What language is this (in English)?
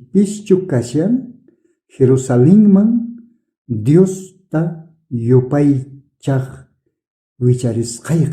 South Bolivian Quechua